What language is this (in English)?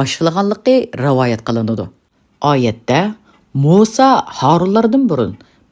Uyghur